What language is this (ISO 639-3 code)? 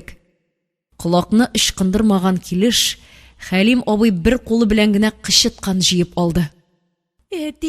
tat